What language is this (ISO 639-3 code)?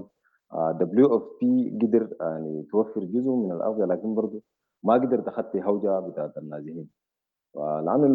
apd